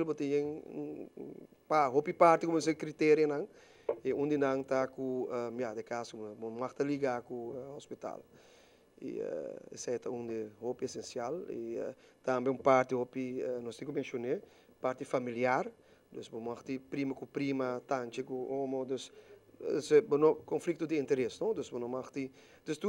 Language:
Papiamento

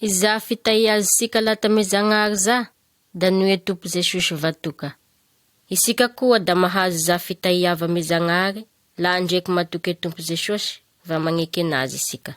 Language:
Malagasy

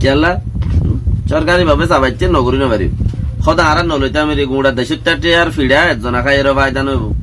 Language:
Rohingya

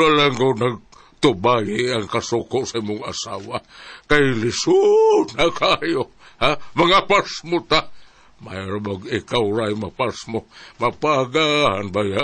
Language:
Cebuano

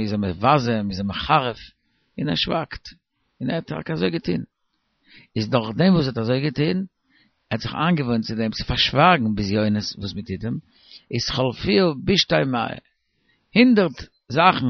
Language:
Yiddish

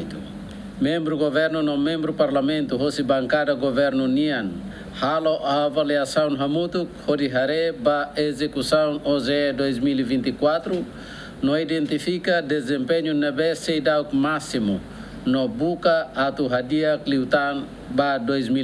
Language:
Tetum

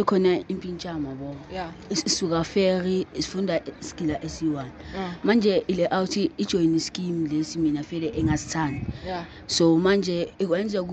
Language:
Zulu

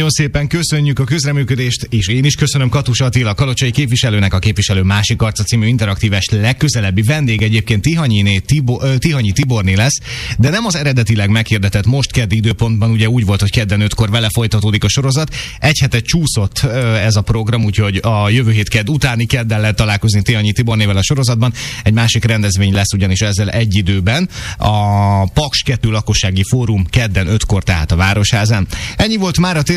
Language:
Hungarian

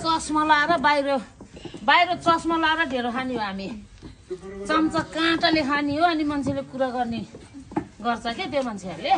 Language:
Nepali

